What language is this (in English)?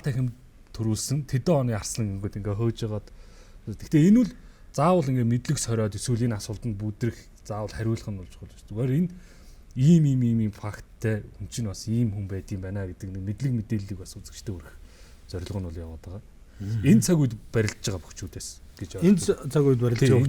Mongolian